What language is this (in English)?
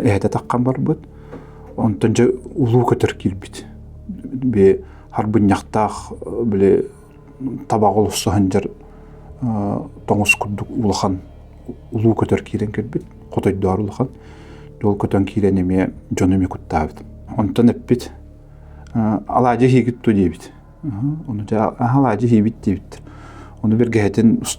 Yakut